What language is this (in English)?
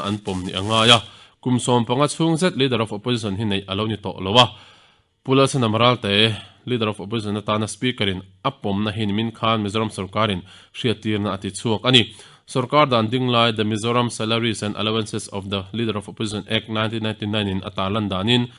Mizo